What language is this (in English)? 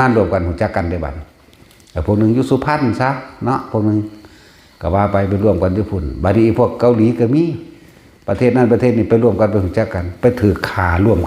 Lao